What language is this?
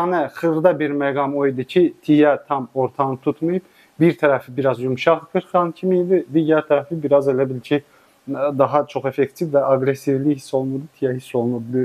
Azerbaijani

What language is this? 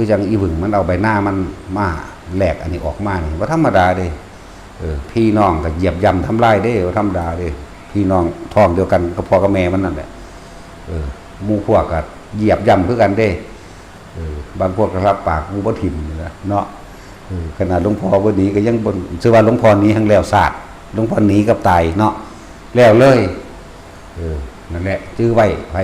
Northeastern Thai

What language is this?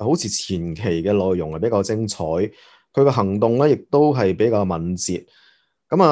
Cantonese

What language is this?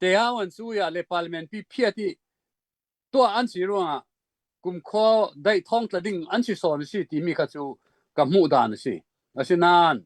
Hakha Chin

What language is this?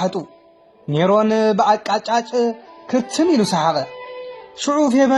Tigrinya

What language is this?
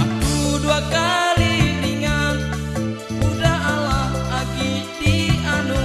Iban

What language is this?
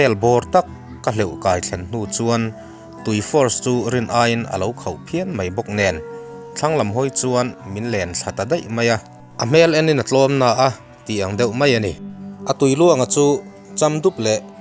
Mizo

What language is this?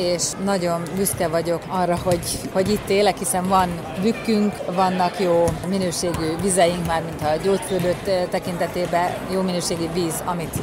Hungarian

